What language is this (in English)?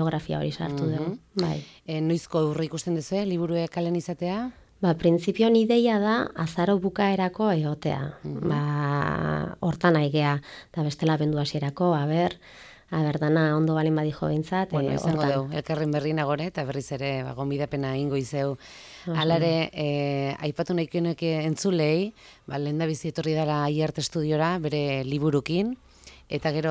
Basque